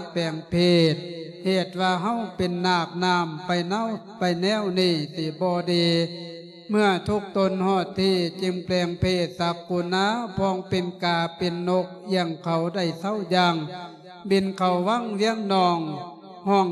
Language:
Lao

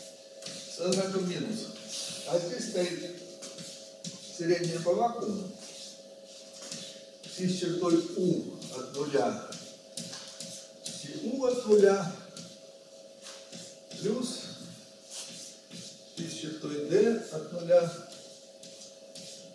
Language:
Russian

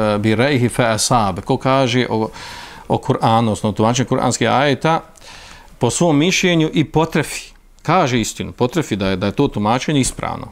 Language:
Bosnian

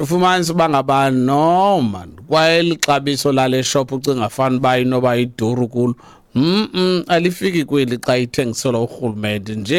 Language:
Xhosa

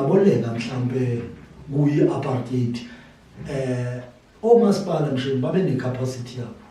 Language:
Zulu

